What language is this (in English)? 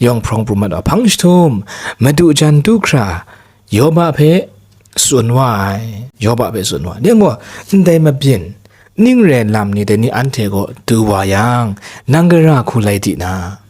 Kachin